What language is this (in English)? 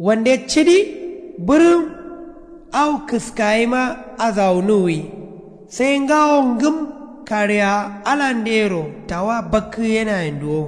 Kanuri